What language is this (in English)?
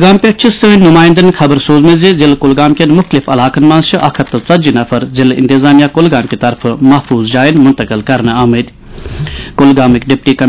Kashmiri